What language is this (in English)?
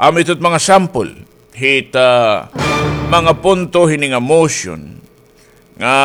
Waray